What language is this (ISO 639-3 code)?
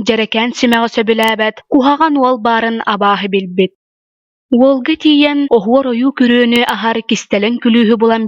sah